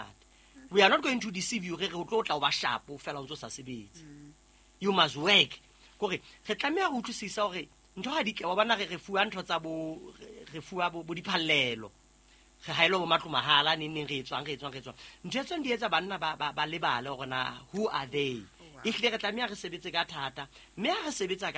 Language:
Southern Sotho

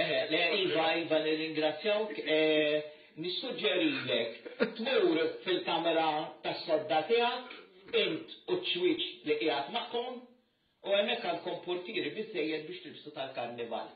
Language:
Maltese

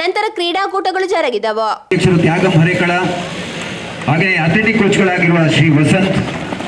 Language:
Kannada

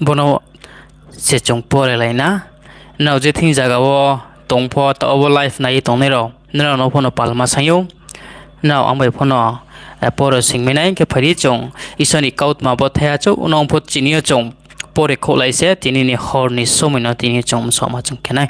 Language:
Riang (India)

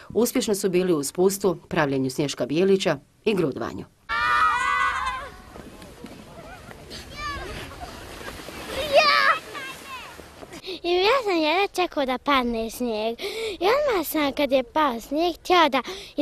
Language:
Bosnian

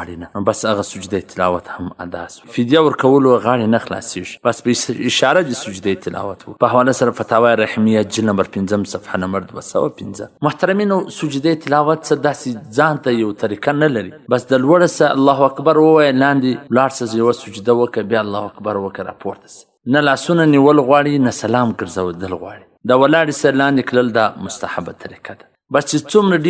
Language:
Pashto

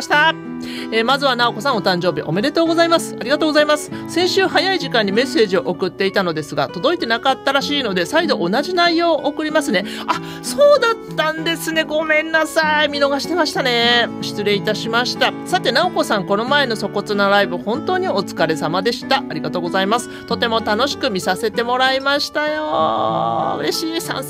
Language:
Japanese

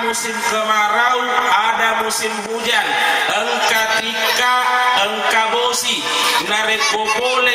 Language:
Buginese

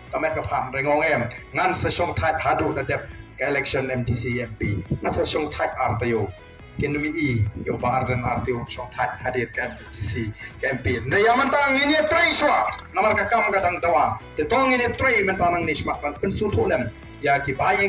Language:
Khasi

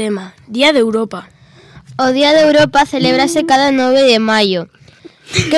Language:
Galician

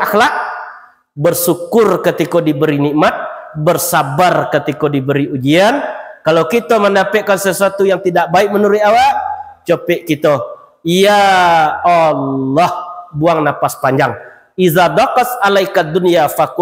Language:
Minangkabau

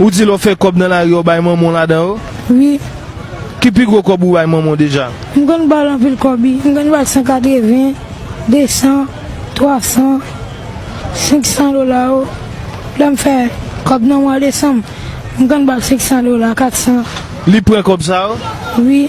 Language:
Haitian Creole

